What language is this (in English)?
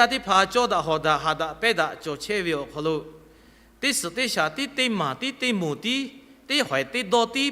Lahu